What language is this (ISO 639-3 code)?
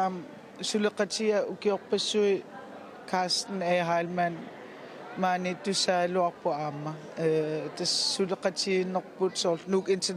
kal